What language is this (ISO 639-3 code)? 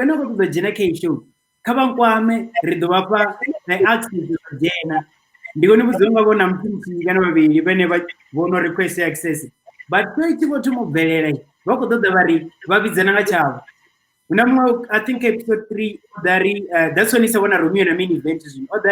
ven